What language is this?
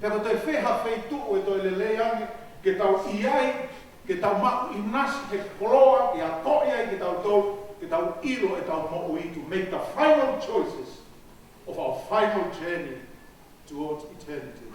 Tongan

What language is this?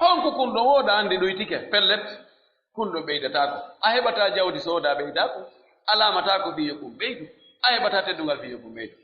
Pular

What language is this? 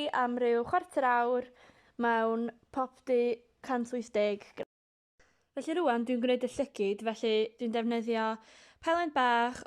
Welsh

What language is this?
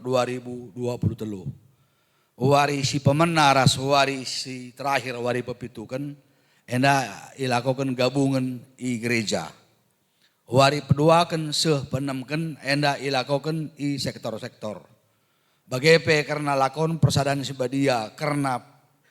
Batak Karo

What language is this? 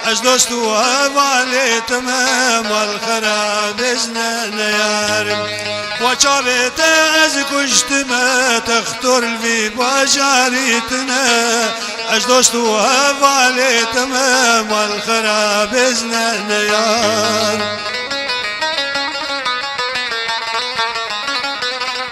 Persian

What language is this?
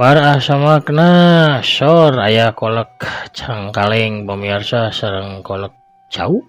Sundanese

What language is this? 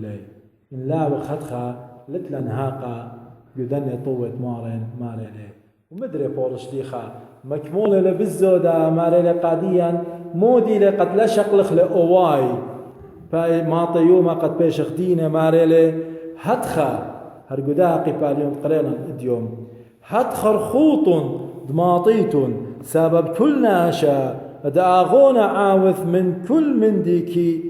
Assyrian Neo-Aramaic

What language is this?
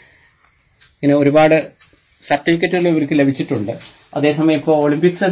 Malayalam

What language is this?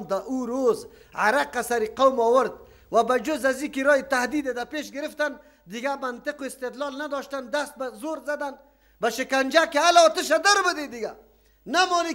Persian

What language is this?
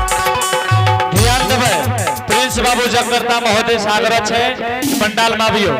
Angika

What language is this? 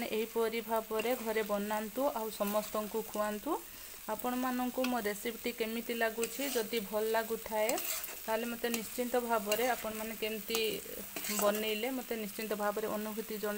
Odia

